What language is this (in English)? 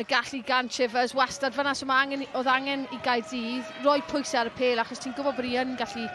Welsh